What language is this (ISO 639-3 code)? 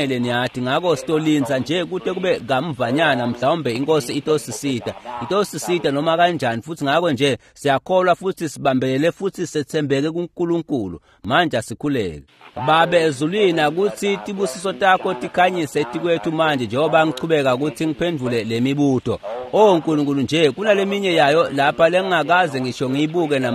ssw